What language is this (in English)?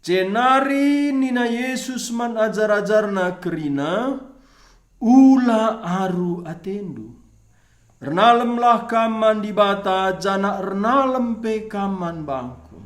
Batak Karo